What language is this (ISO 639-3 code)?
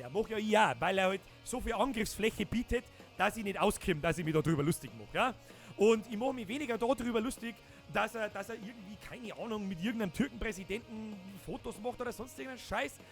bar